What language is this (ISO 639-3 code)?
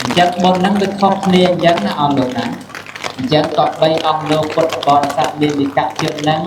khm